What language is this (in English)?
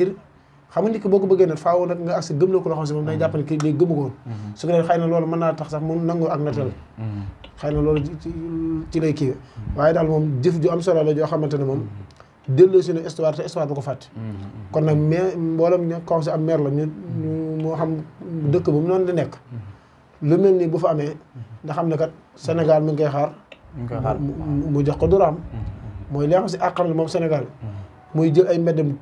Wolof